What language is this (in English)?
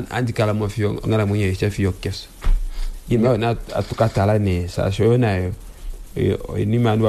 Kuanyama